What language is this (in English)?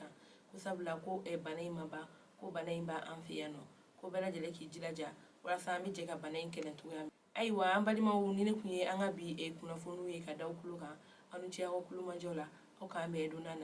Bambara